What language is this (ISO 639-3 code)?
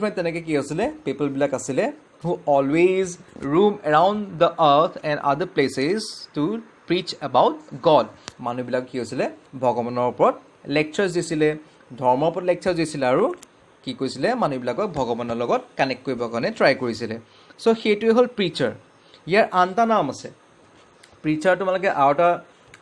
asm